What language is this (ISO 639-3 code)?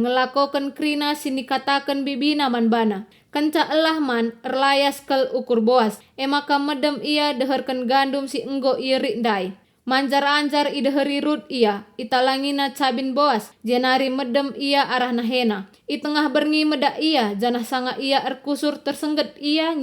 btx